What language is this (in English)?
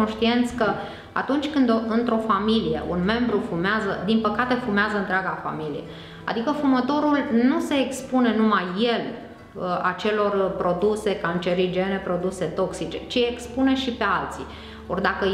Romanian